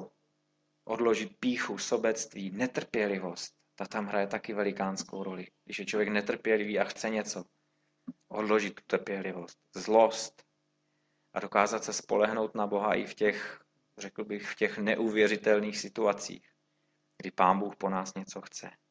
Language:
Czech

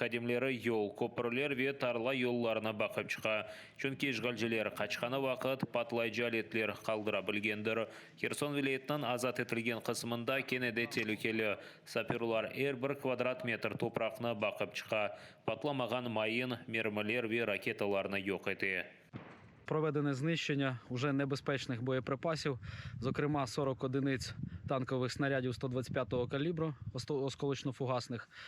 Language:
Crimean Tatar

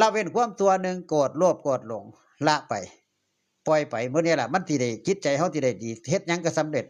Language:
Northeastern Thai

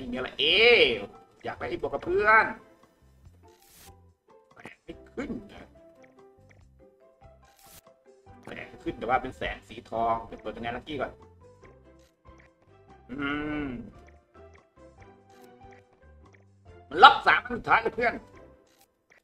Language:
Thai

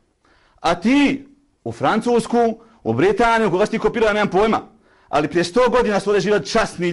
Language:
Bosnian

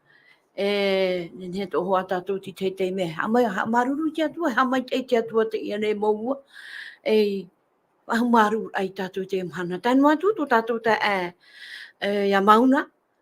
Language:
Tahitian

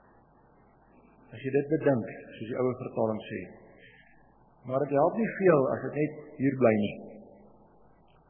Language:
Afrikaans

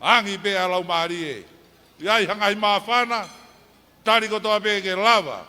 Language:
Tongan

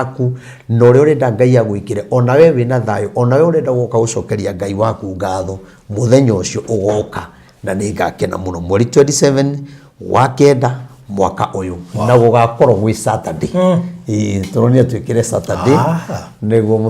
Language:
Kikuyu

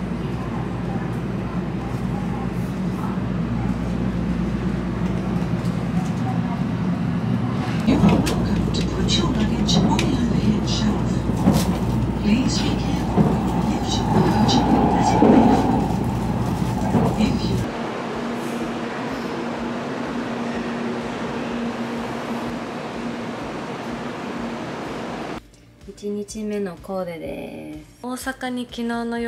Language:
Japanese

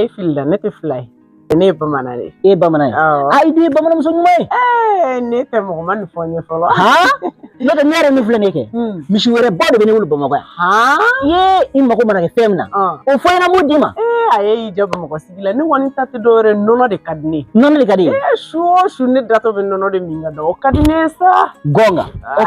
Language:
Bambara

